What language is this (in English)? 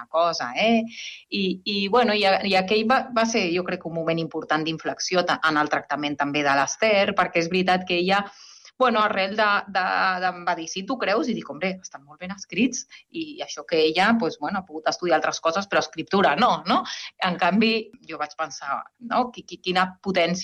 Catalan